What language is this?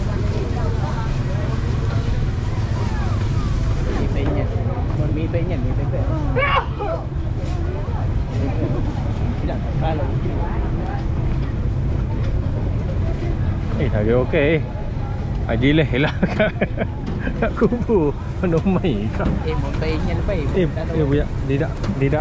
Malay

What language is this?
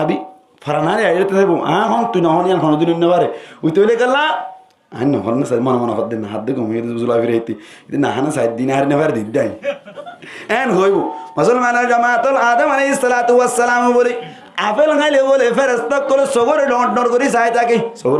Rohingya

